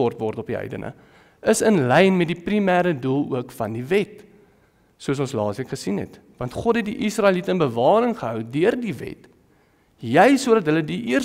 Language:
Afrikaans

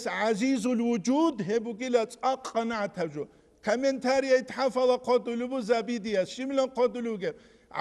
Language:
Avaric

